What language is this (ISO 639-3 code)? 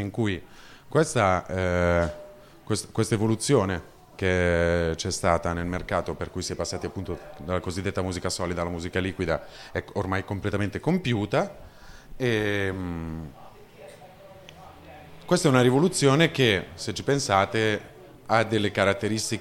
ita